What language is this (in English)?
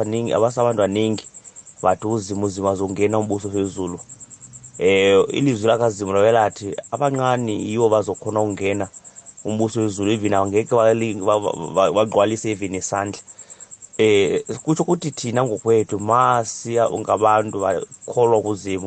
South Ndebele